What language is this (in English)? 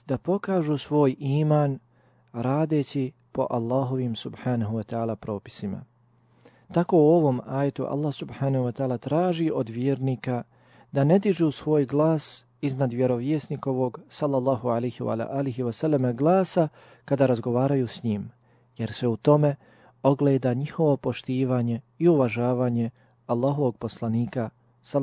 Bosnian